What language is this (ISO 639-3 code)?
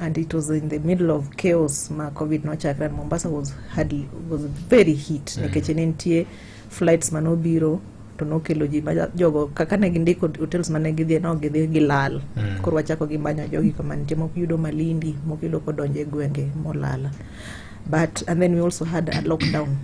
luo